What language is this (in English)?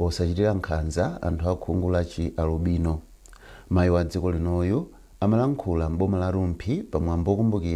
Nyanja